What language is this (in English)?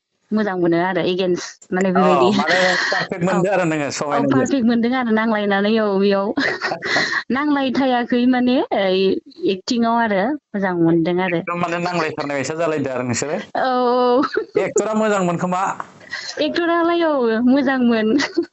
Bodo